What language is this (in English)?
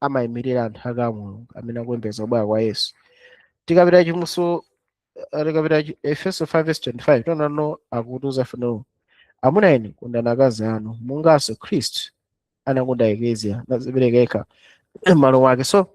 Nyanja